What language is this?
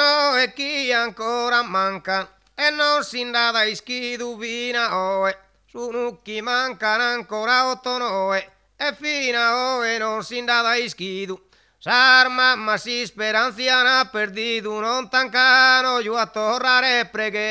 Sardinian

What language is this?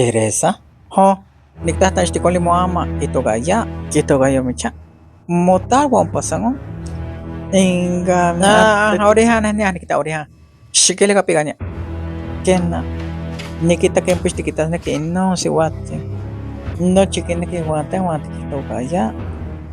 Isthmus-Mecayapan Nahuatl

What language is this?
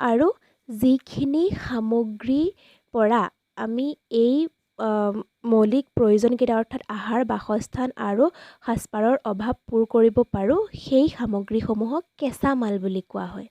Assamese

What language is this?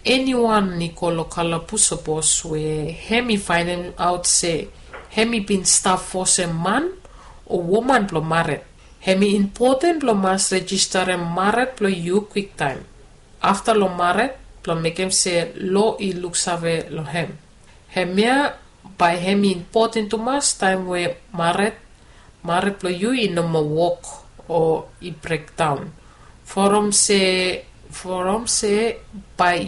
Bislama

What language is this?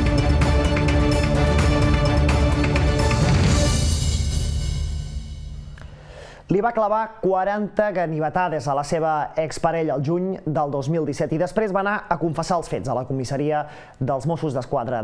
Catalan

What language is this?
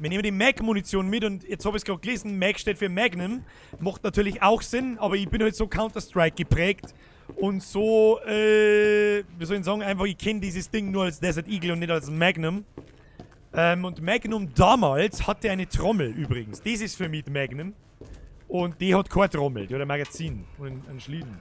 Bavarian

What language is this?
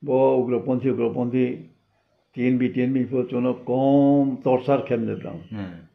Riang (India)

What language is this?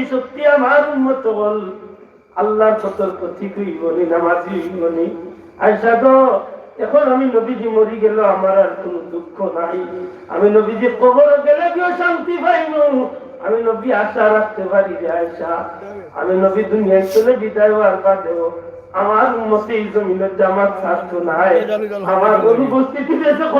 Sylheti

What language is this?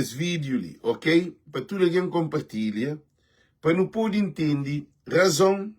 Kabuverdianu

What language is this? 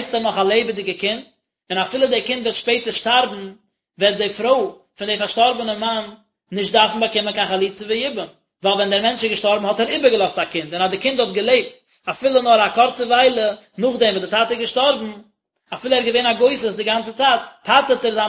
Yiddish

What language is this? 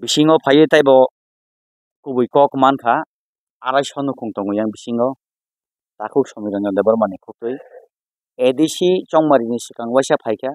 Kok Borok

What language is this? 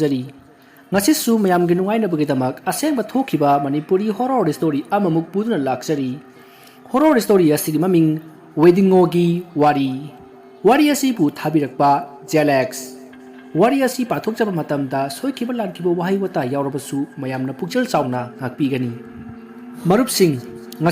Manipuri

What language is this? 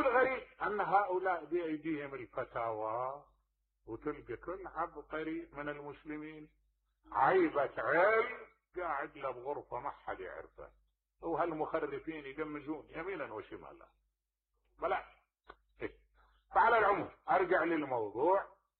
Mesopotamian Arabic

